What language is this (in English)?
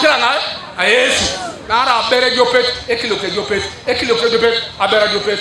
Teso